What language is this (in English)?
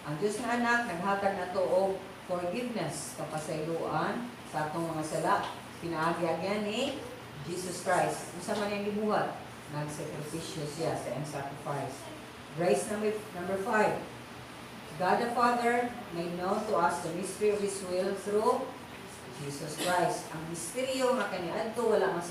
Cebuano